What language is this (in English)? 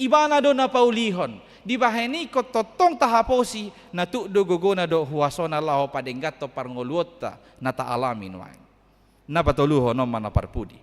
Batak Toba